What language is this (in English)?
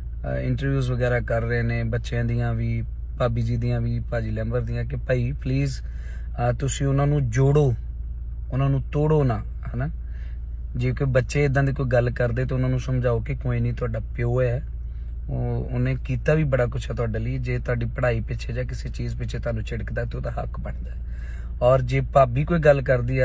Punjabi